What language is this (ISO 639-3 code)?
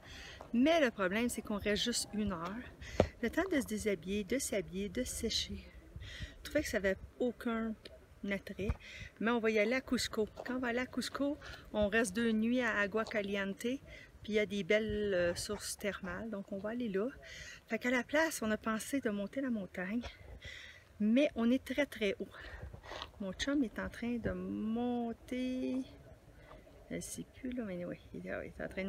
fra